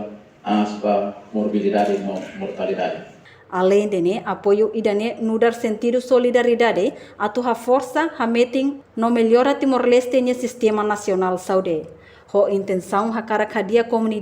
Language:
Tetum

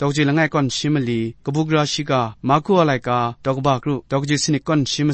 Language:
Kachin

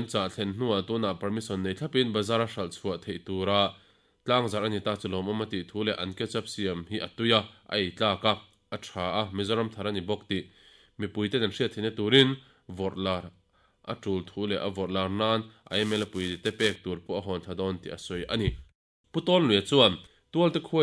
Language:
Mizo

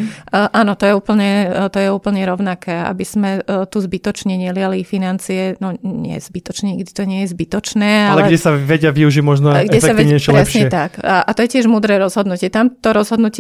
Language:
Slovak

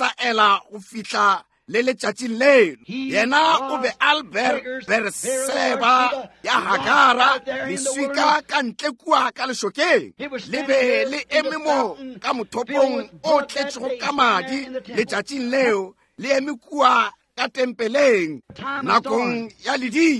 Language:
Northern Sotho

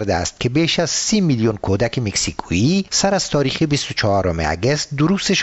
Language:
Persian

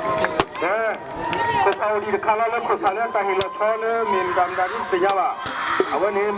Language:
S'gaw Karen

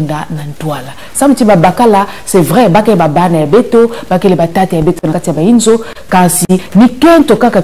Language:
Kituba (Congo)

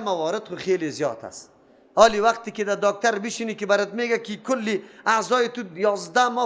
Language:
Persian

